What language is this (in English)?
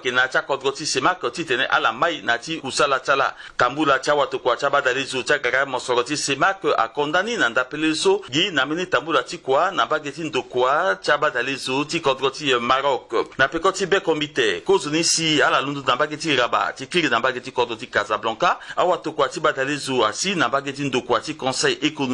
Sango